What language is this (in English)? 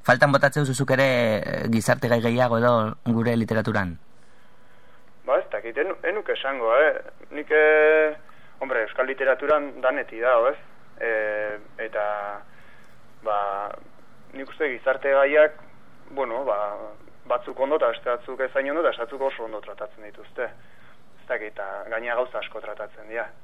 Basque